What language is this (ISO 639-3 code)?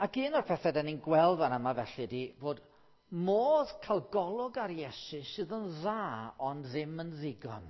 cym